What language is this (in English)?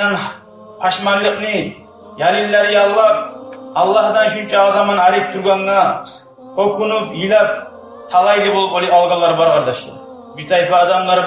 Kumyk